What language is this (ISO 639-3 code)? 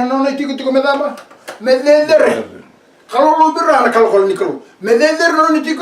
fij